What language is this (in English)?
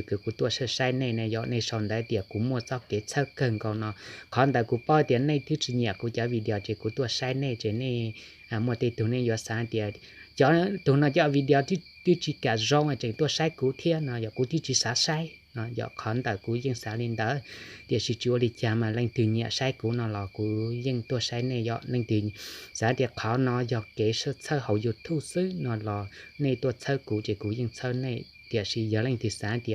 Hmong